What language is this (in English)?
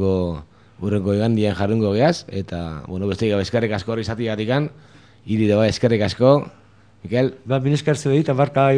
Basque